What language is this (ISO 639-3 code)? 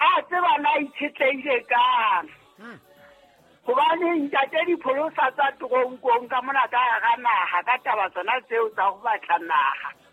sot